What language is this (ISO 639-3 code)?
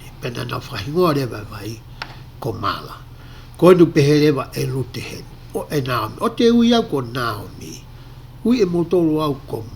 ton